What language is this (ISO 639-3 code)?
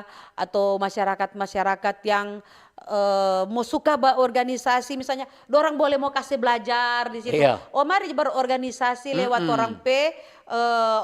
xmm